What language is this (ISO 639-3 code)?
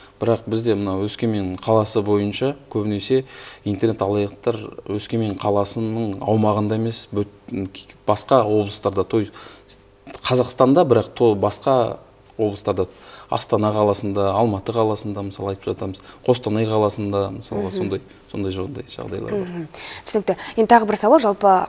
kaz